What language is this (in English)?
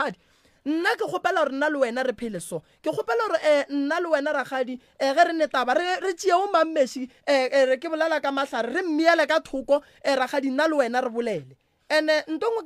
Northern Sotho